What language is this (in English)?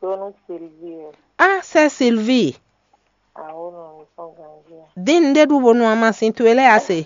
Fon